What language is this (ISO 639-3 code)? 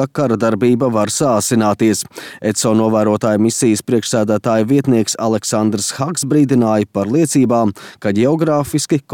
lav